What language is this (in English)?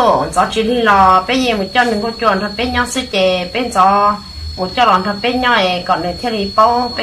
Hmong